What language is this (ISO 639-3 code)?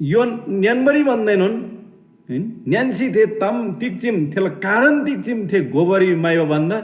taj